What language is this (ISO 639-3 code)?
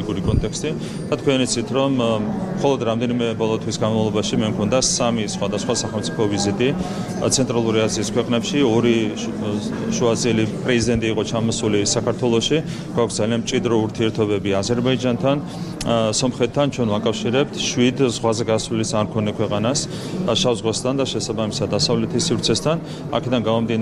kat